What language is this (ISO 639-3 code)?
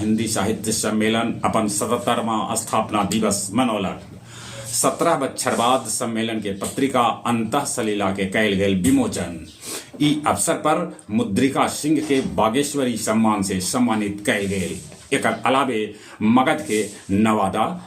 mag